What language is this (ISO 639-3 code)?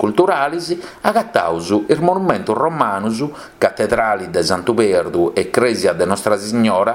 srd